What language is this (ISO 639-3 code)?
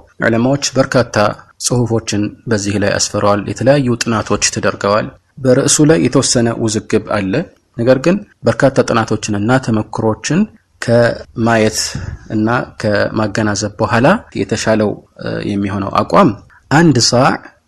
amh